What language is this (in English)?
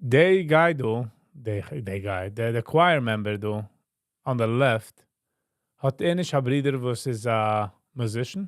Yiddish